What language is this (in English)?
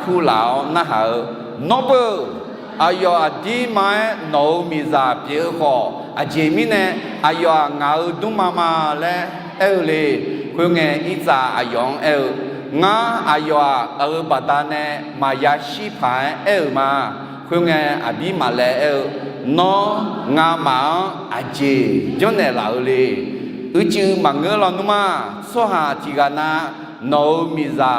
Akha